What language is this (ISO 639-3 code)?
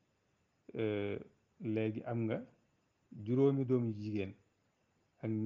wol